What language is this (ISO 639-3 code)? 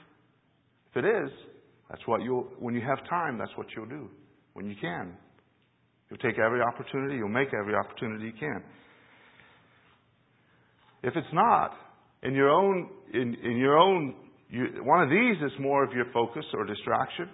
eng